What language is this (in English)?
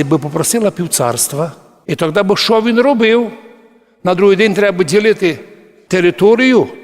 Rusyn